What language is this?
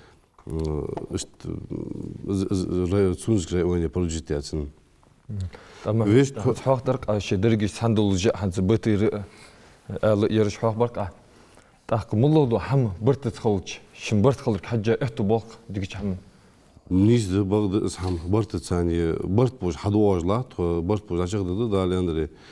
Ingush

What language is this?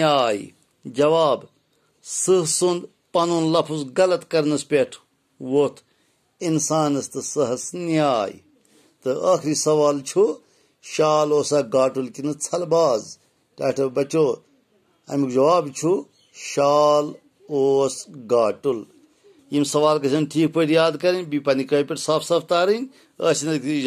Kashmiri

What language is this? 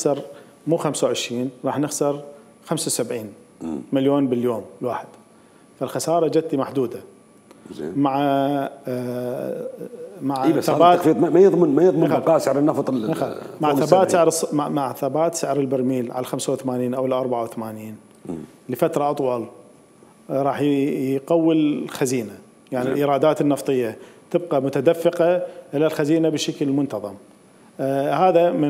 Mesopotamian Arabic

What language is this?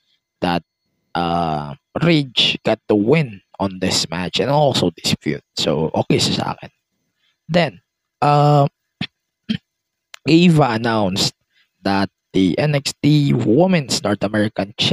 Filipino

